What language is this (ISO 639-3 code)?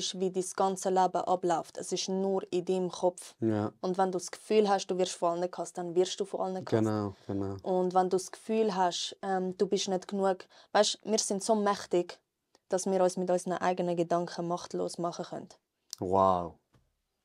gsw